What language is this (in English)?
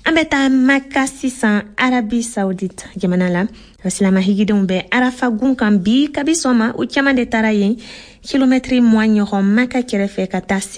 Bambara